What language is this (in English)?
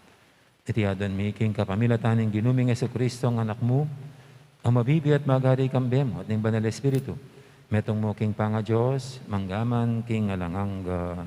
Pampanga